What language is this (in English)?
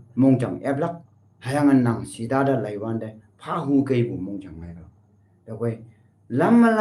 Konyak Naga